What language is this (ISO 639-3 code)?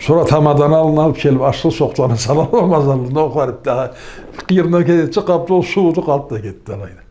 krc